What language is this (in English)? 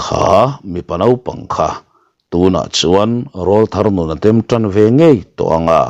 Mizo